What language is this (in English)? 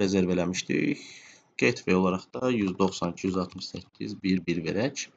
Azerbaijani